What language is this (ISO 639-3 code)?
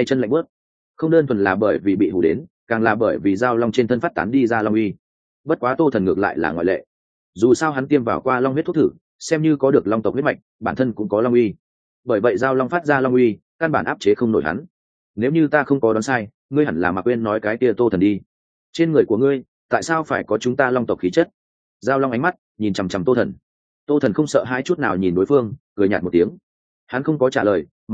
vie